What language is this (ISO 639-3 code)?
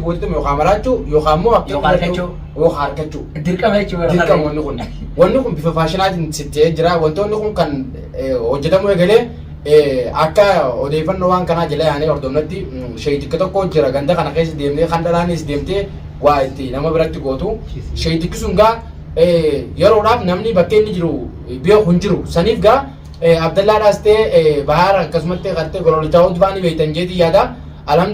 orm